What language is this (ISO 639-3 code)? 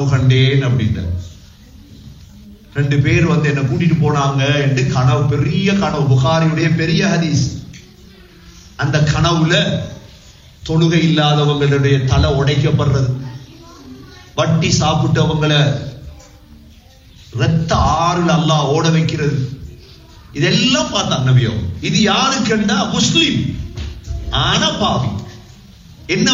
tam